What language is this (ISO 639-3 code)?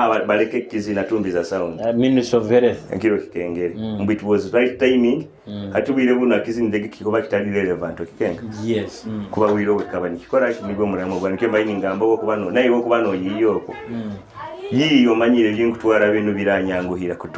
nyo